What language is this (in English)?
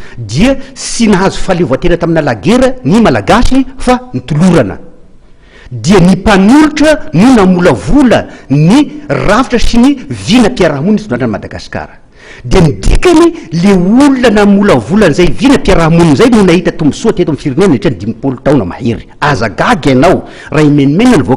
Malagasy